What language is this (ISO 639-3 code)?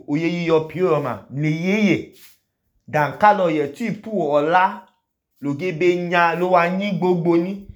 idu